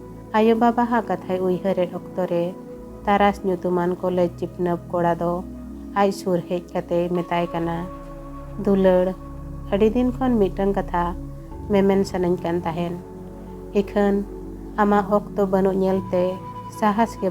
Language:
Santali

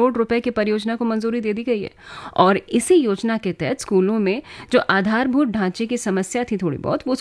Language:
Hindi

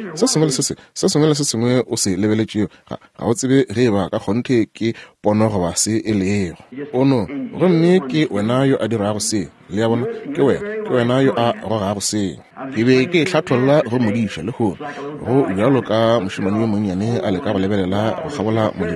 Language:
Northern Sotho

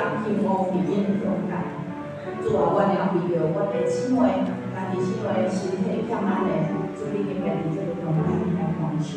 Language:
Min Nan Chinese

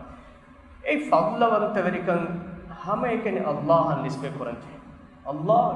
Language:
Divehi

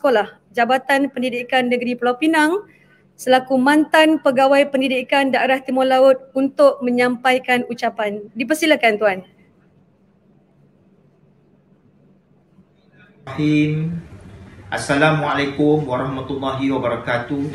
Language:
Malay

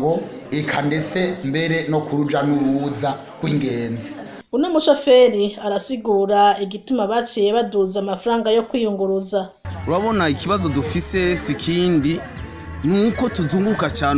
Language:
Rundi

